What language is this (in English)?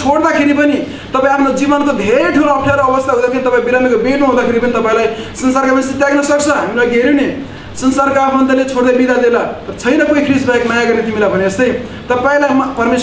Nepali